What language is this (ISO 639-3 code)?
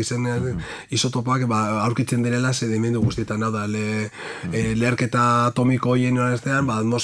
eus